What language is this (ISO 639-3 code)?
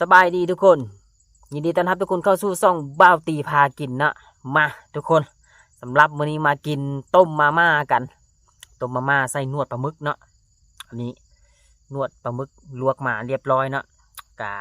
tts